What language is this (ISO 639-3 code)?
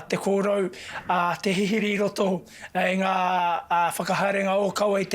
mri